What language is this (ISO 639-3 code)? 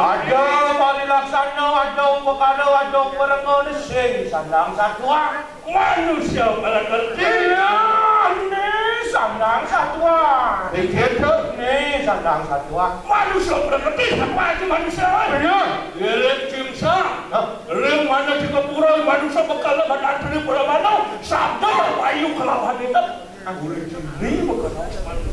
ban